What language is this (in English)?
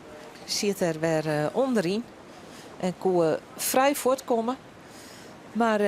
Western Frisian